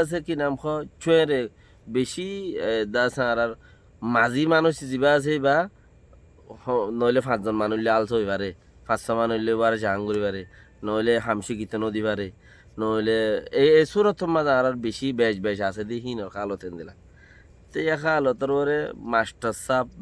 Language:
Rohingya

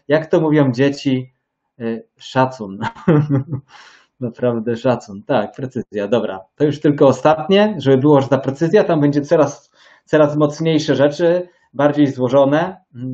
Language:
Polish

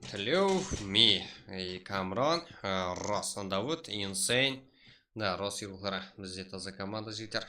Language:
Kara-Kalpak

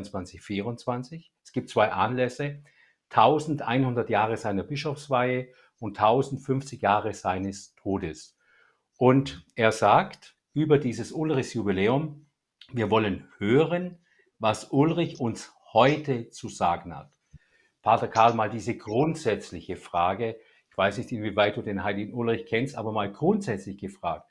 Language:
German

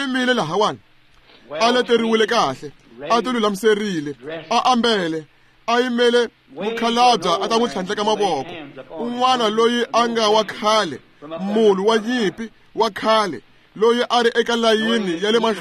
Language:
Tsonga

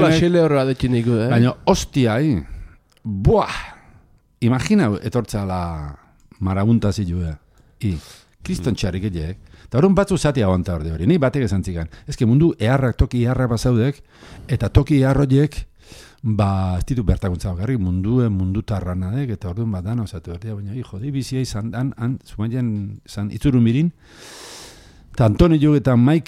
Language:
Basque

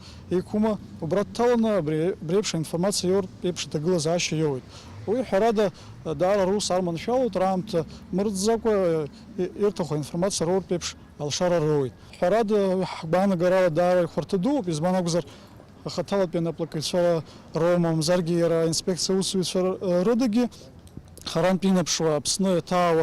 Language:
Abkhazian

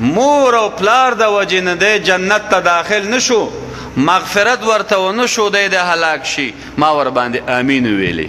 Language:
Pashto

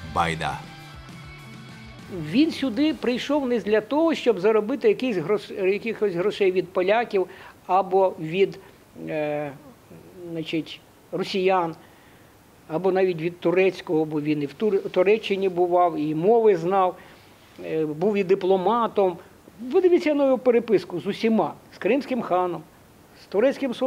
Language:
Ukrainian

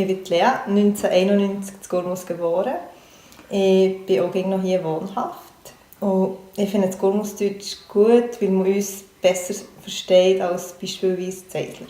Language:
Swiss German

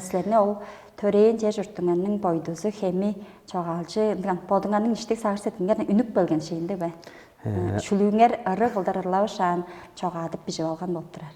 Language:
Tuvinian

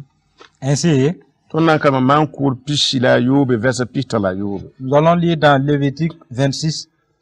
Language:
Mossi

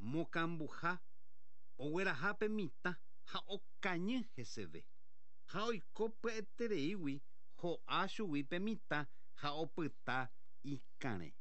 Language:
Guarani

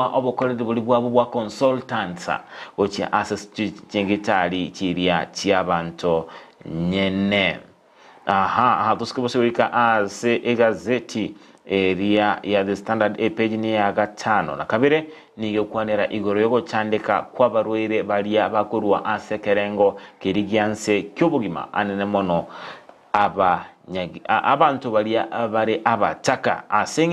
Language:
Gusii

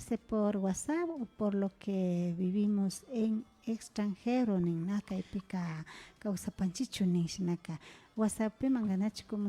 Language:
Imbabura Highland Quichua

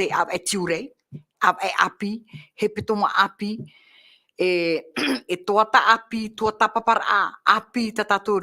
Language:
Tahitian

